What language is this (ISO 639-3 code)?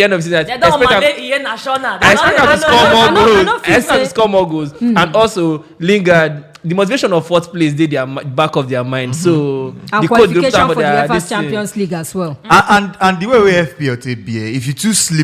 pcm